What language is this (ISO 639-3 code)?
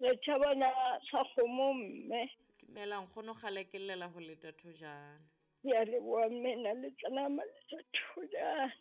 sot